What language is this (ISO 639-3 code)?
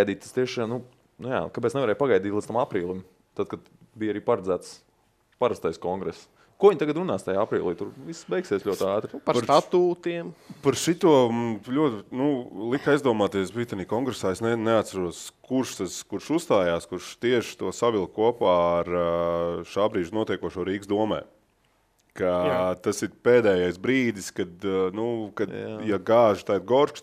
lav